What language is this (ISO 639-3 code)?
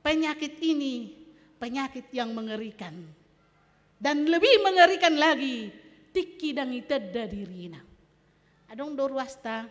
bbc